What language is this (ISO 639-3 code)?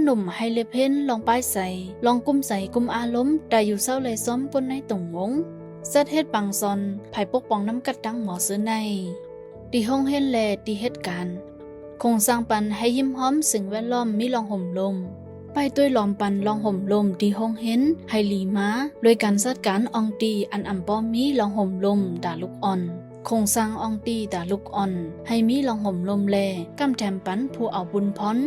shn